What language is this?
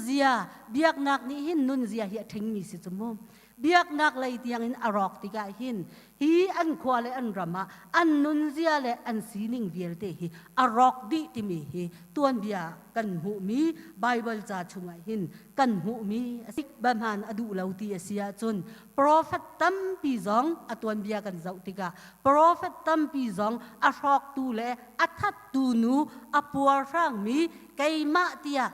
Hakha Chin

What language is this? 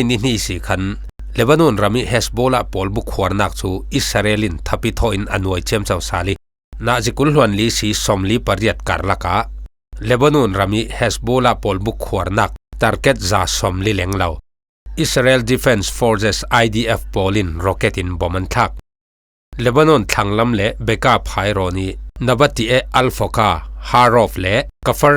Falam Chin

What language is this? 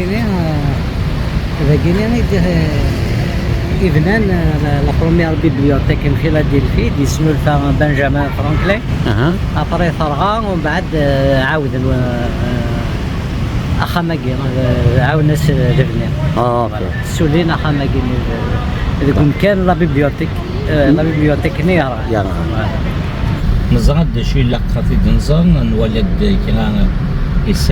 Kabyle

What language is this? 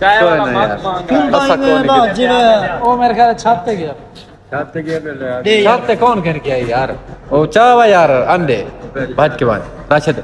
Saraiki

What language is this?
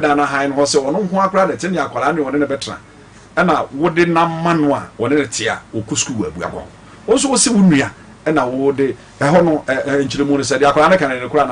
Akan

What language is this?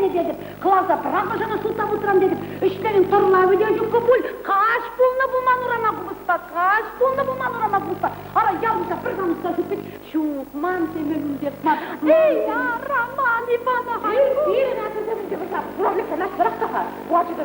Chuvash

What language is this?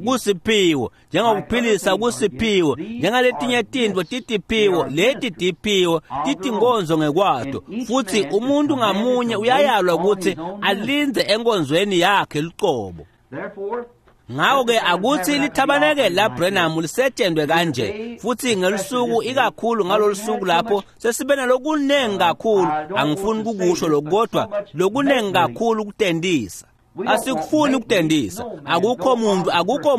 Swati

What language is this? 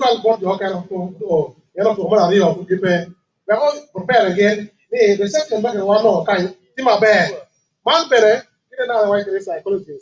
Acoli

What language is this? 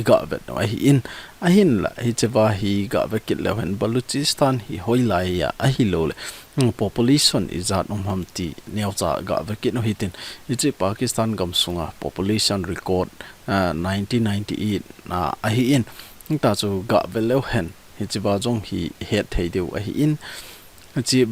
Thado Chin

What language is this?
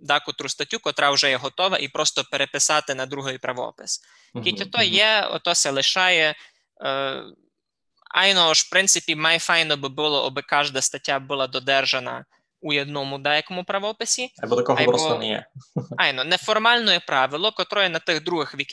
Rusyn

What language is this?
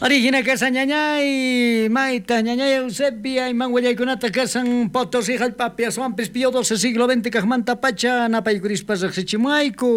South Bolivian Quechua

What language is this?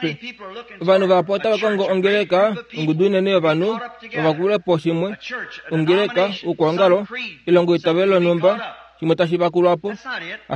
Kuanyama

